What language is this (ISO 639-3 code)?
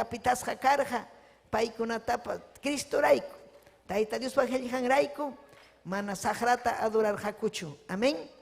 quy